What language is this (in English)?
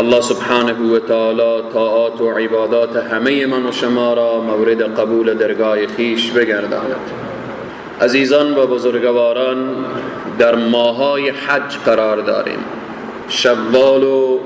Persian